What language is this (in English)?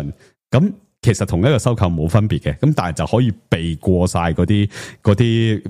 Cantonese